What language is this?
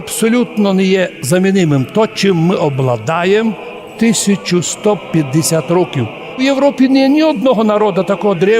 Rusyn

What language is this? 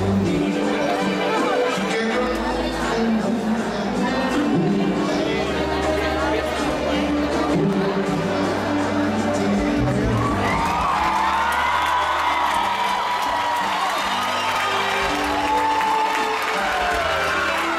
Spanish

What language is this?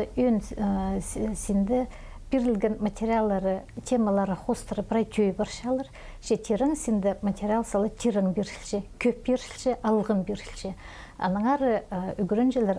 Khakas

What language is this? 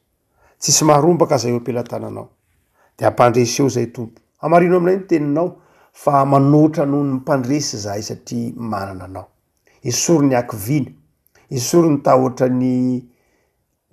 Malagasy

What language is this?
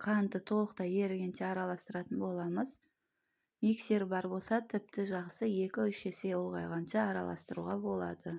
Kazakh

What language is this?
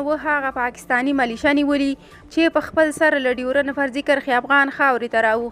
Pashto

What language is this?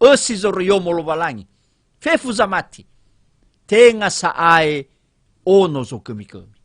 Nias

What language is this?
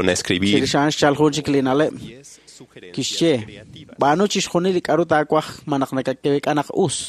Kekchí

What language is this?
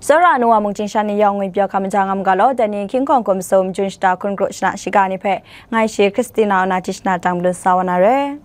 Kachin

